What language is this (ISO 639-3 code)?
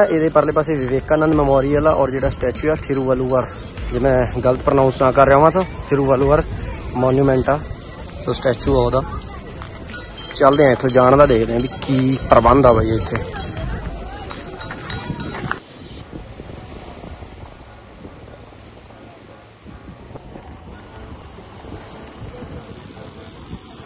pan